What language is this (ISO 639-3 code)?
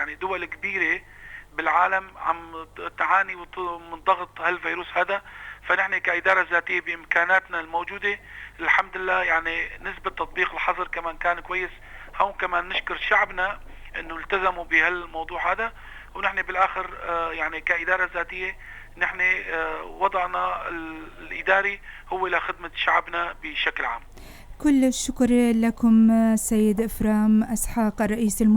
apc